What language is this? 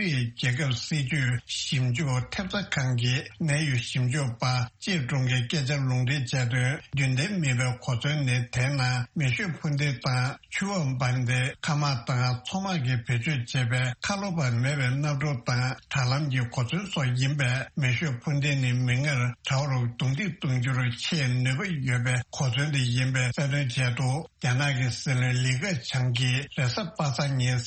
Tibetan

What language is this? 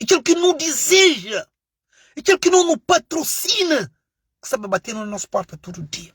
Kabuverdianu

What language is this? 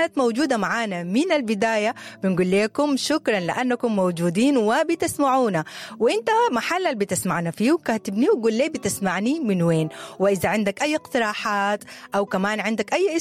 Sudanese Arabic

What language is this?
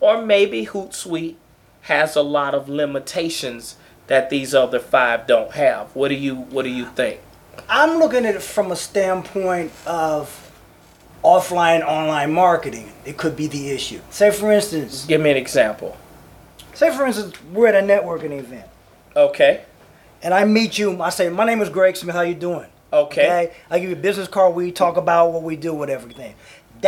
English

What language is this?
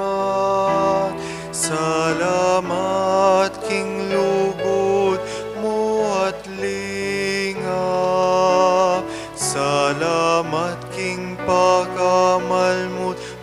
Pampanga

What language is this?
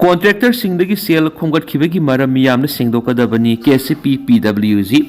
Manipuri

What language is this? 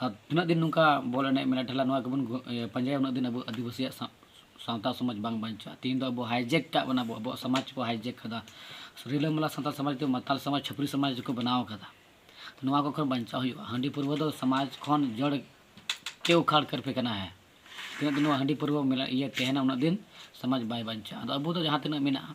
Santali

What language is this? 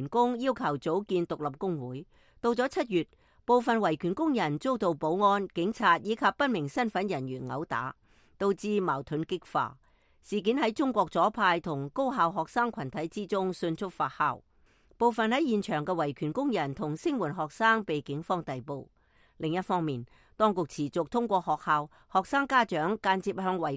Cantonese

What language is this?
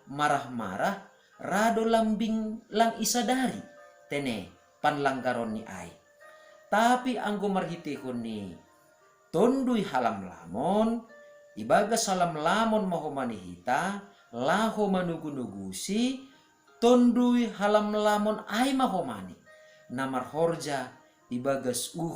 Batak Simalungun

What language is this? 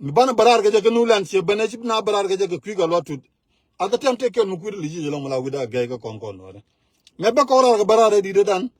Nuer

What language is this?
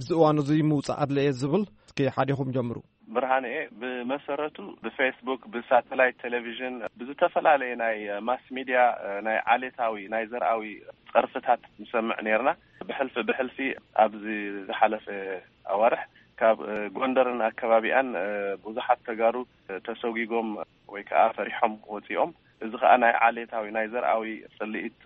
Tigrinya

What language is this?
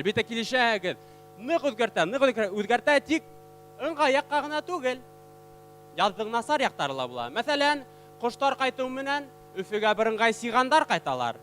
Bashkir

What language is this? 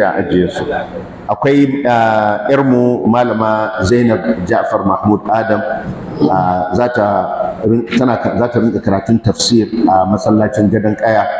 Hausa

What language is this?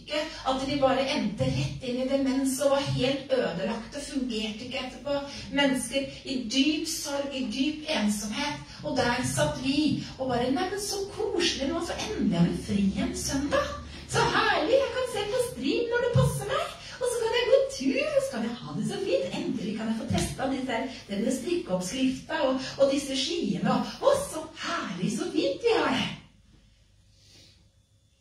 Norwegian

